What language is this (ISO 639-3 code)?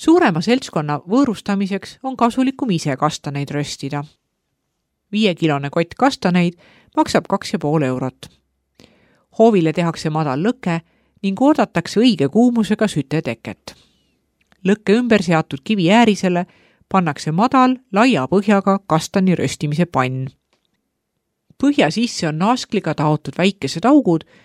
est